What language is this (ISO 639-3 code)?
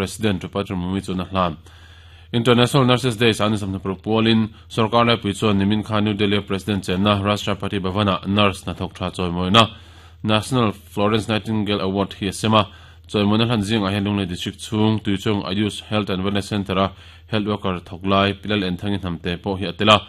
lus